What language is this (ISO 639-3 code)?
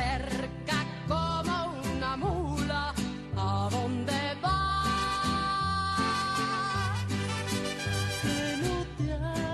spa